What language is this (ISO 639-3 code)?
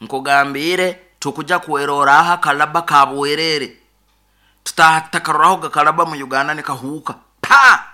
nyo